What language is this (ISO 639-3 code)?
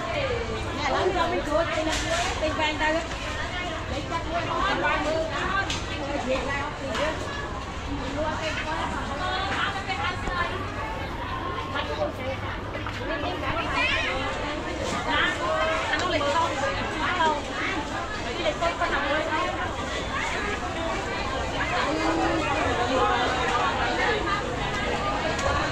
vie